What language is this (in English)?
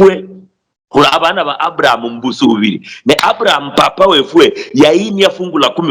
Luyia